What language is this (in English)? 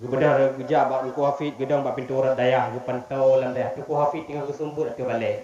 Achinese